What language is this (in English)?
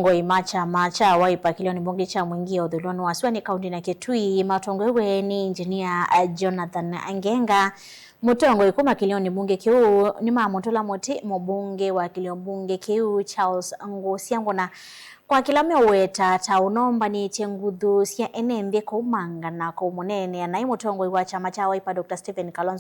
Kamba